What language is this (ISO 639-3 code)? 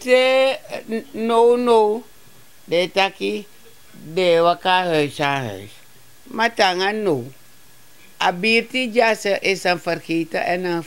srn